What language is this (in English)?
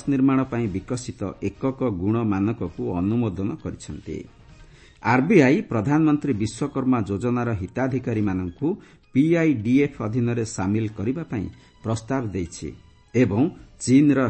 Odia